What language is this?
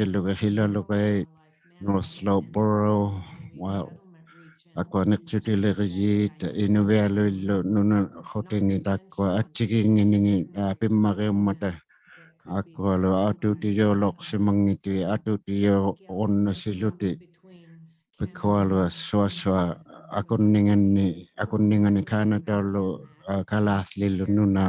Inuktitut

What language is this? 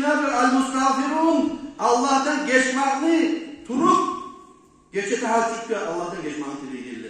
Kumyk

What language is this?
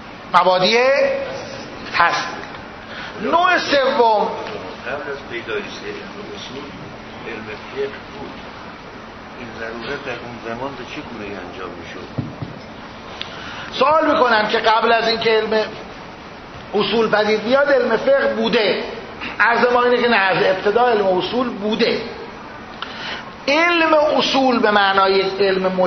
Persian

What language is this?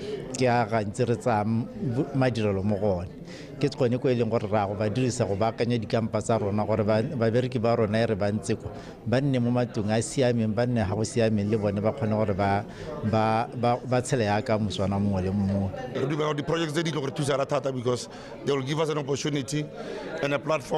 Tswana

